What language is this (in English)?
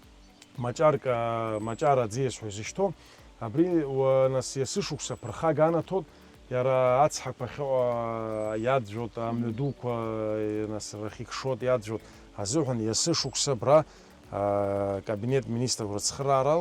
Abkhazian